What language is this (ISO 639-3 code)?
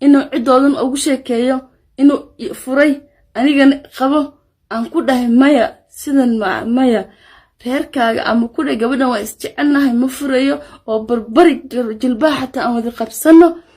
som